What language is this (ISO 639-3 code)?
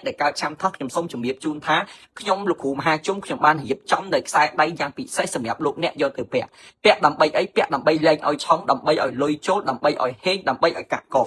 khm